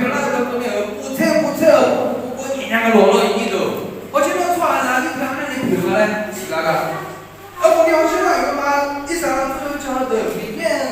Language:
Akha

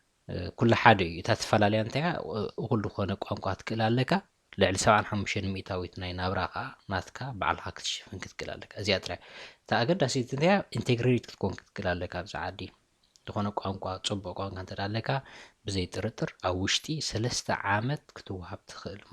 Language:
Tigrinya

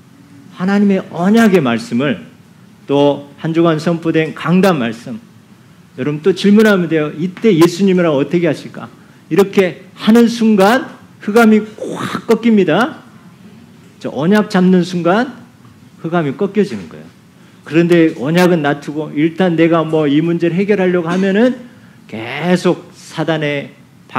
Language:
Korean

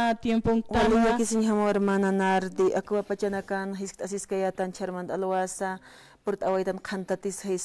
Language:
Aymara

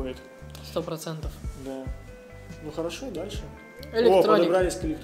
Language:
Russian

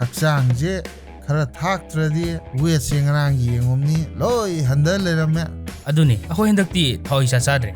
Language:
Manipuri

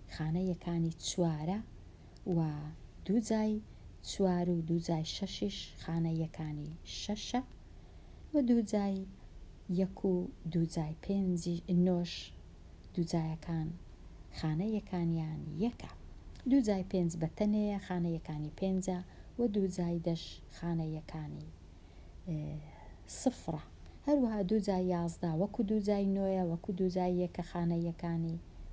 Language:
Central Kurdish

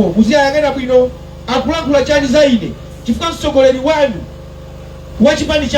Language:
Nyanja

